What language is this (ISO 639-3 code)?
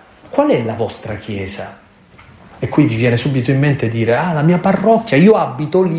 ita